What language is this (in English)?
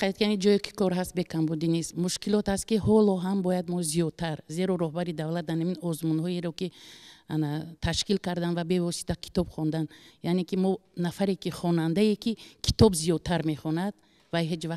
Tajik